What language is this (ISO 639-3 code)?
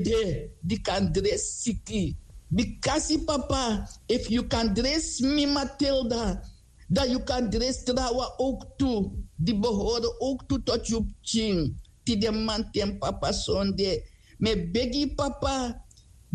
srn